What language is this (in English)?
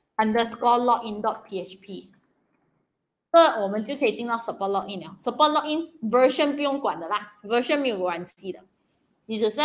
Chinese